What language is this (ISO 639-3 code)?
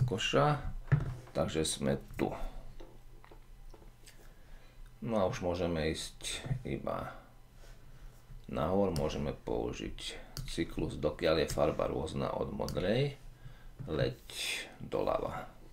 slk